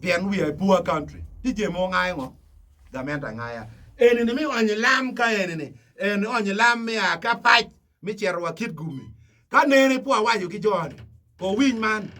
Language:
Acoli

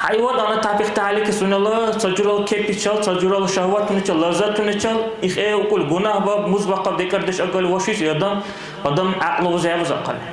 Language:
Dargwa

